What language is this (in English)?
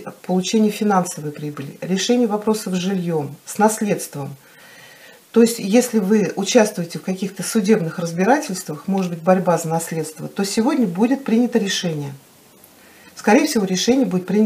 Russian